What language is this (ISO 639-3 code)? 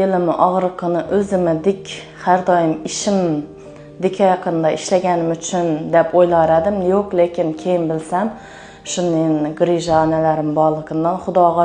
uzb